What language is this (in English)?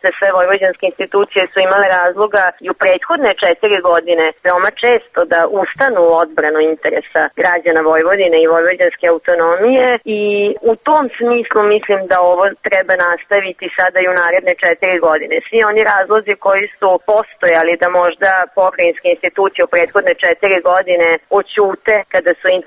Serbian